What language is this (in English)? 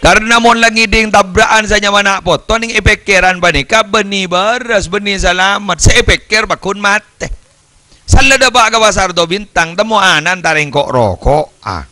Madurese